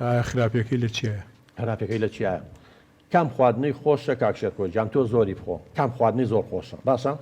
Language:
Central Kurdish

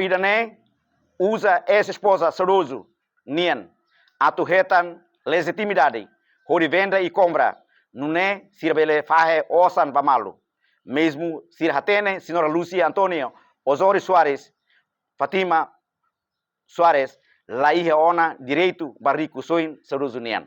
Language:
Tetum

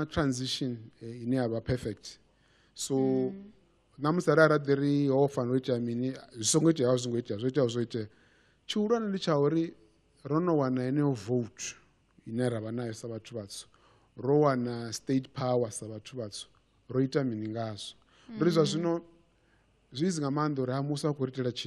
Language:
Venda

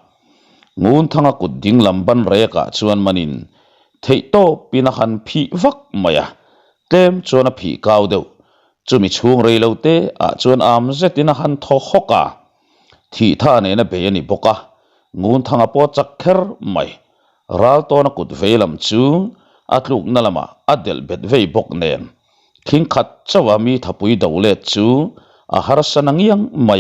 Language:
Mizo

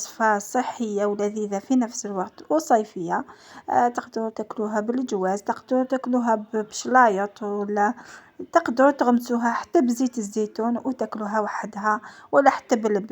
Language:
Algerian Arabic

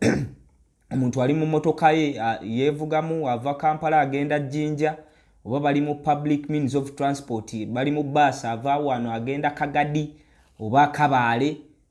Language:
Ganda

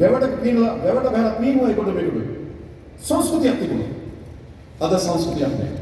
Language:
Sinhala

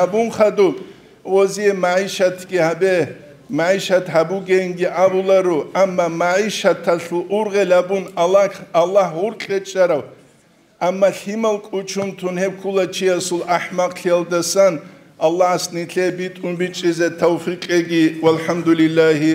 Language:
Avaric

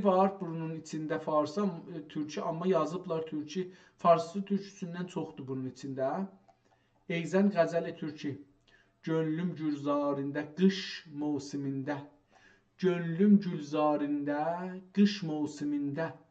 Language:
South Azerbaijani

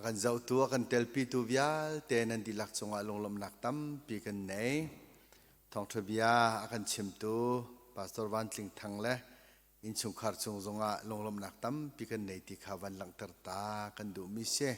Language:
Hakha Chin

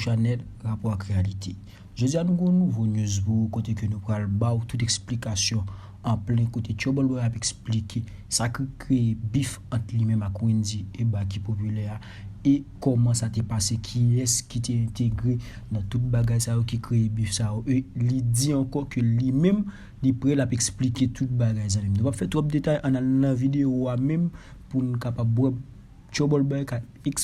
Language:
Haitian Creole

